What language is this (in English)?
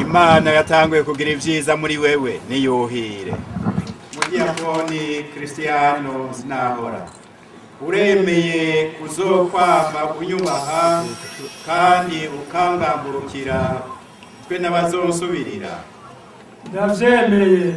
Rundi